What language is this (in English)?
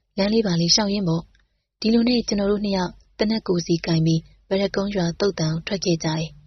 Burmese